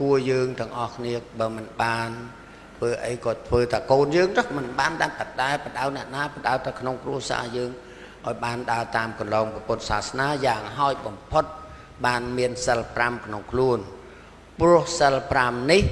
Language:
Khmer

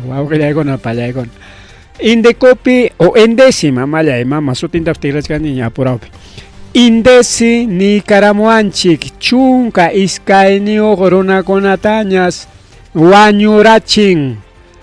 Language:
Ayacucho Quechua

